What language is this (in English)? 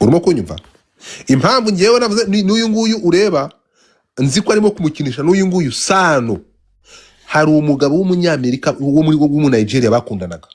Kinyarwanda